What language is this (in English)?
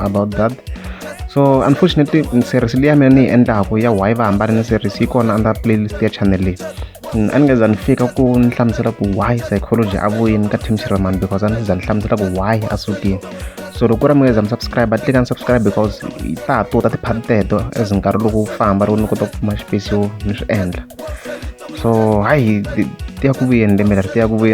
Tsonga